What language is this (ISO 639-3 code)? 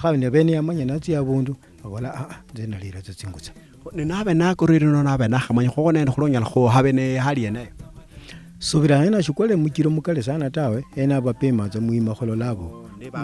luy